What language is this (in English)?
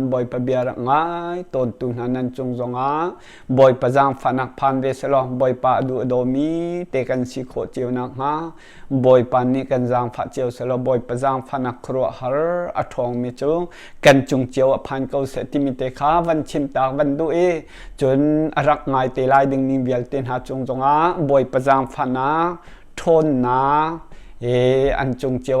Hakha Chin